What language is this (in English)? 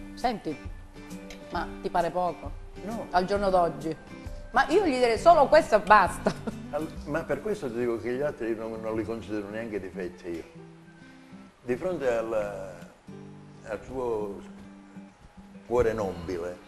Italian